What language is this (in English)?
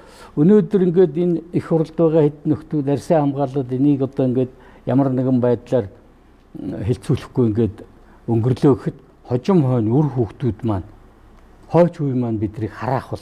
Mongolian